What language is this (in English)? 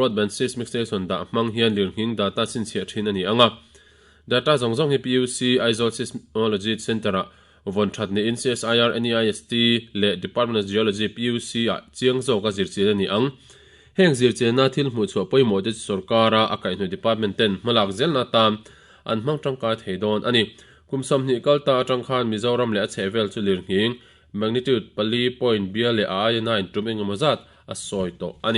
Mizo